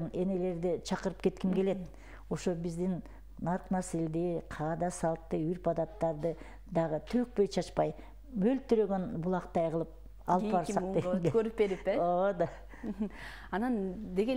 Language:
Kyrgyz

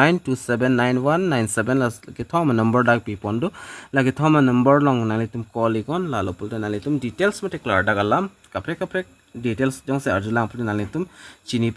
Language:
Karbi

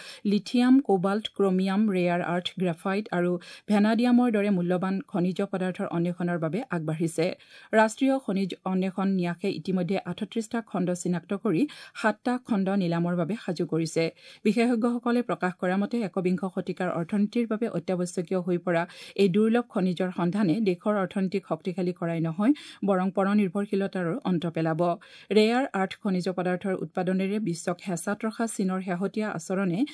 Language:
Assamese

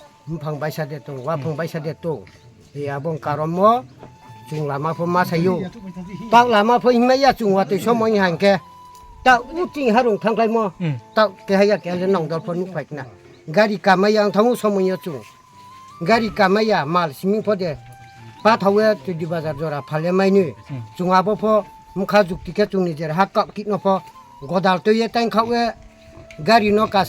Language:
Kok Borok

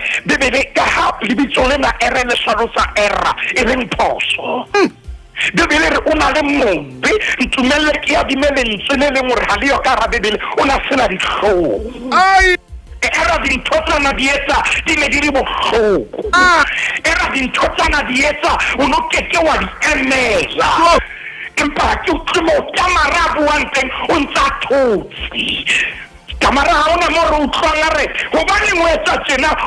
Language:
Southern Sotho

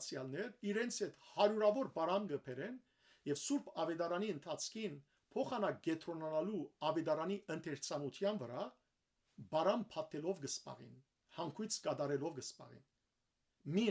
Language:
Western Armenian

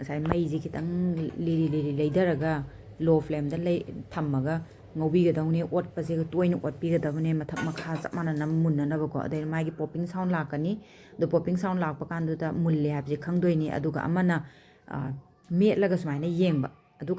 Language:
Manipuri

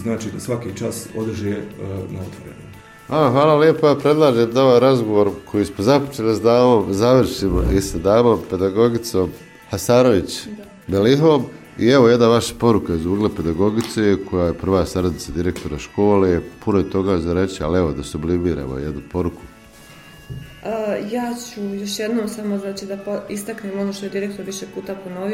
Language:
Bosnian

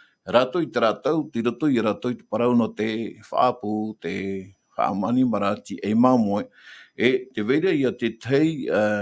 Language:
Tahitian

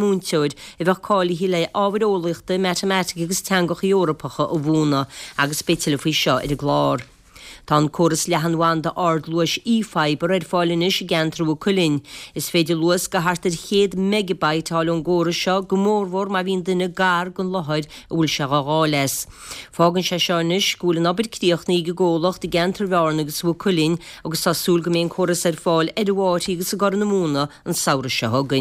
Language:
Irish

